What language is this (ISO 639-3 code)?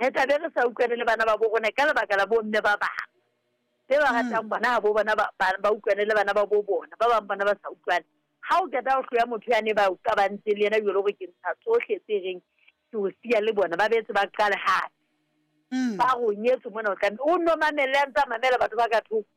sot